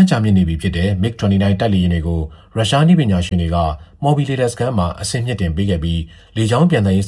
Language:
Burmese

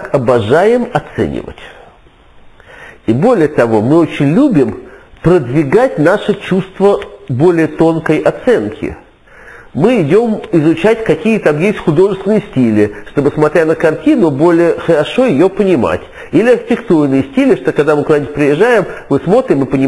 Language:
Russian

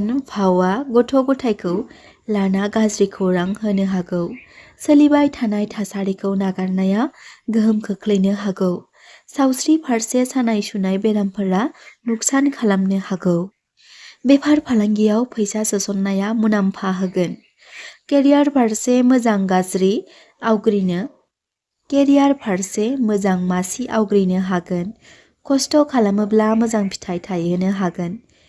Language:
Bodo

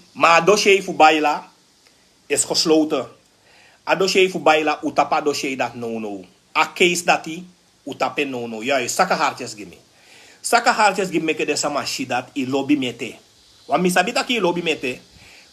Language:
Sranan Tongo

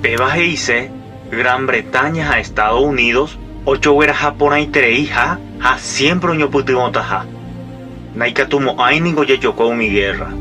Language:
Guarani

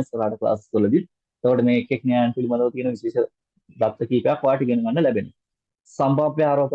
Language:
Sinhala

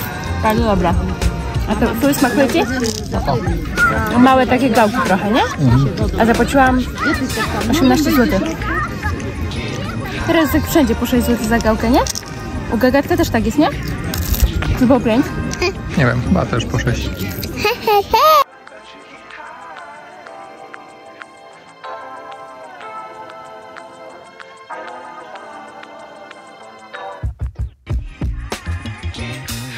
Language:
Polish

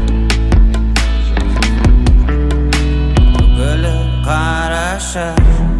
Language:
Kazakh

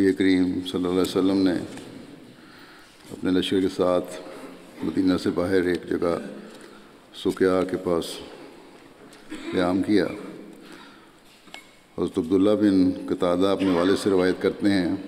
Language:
Urdu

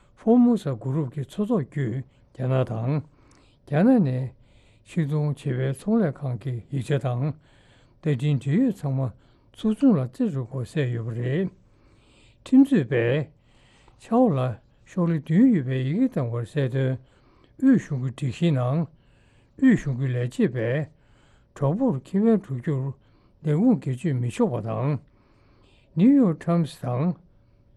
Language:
Tibetan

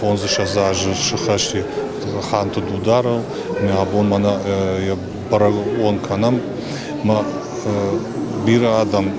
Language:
Ossetic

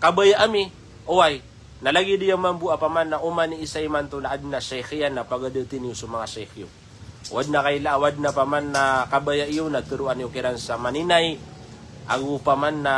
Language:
Maranao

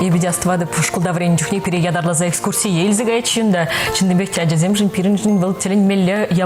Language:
Chuvash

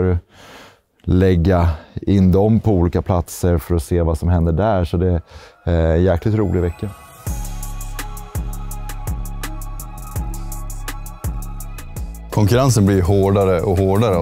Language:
Swedish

